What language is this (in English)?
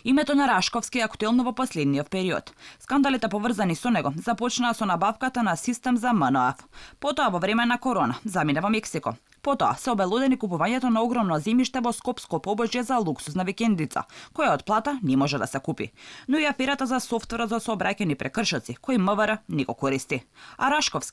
Macedonian